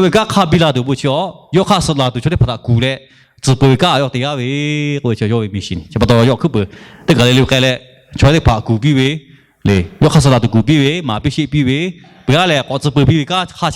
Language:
Lahu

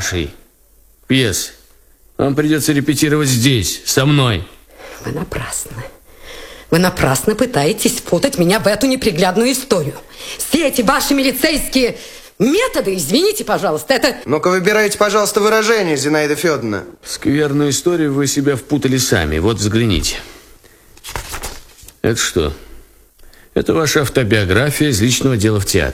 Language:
Russian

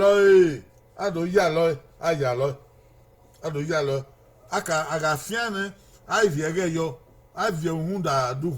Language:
Bini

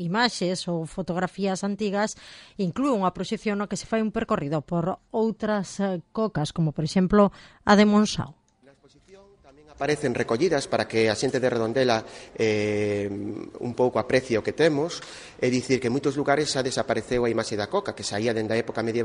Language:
Galician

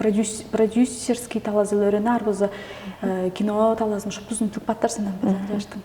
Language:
Tuvinian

